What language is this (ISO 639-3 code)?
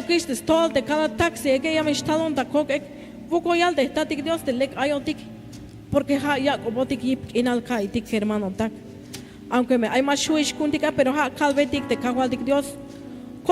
tzh